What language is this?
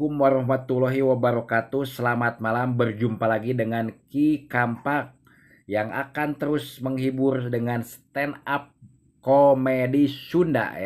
Sundanese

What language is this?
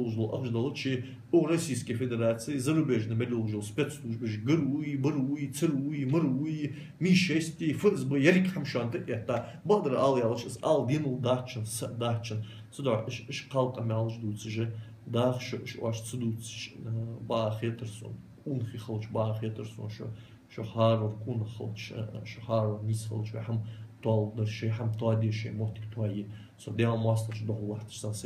Ingush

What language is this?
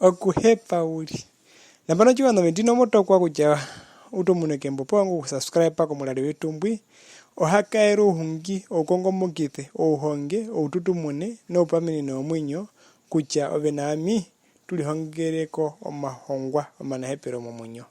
Herero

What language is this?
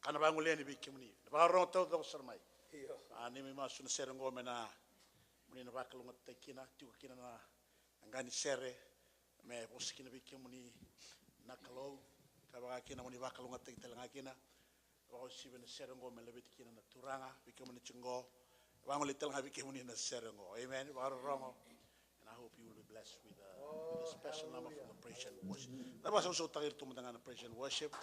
Fijian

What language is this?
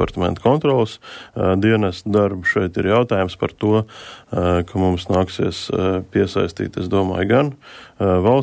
Latvian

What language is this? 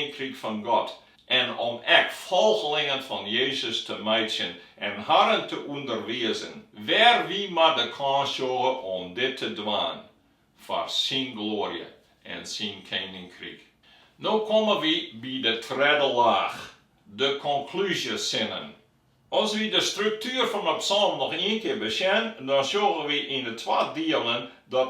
Western Frisian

